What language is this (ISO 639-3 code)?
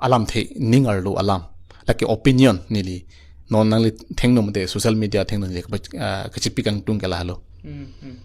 mjw